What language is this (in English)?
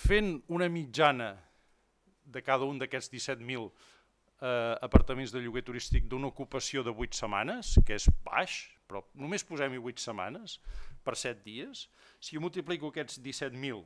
Catalan